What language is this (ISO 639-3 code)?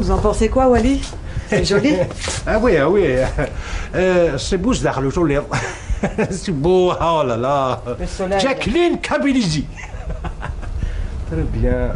kab